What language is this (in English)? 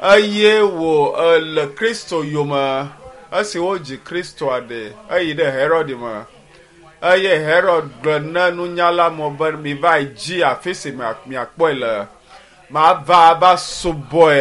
Ewe